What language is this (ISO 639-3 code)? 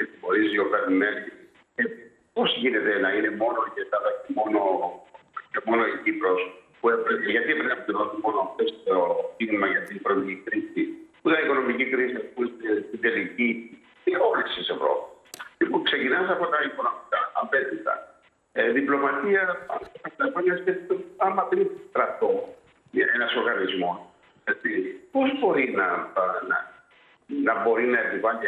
ell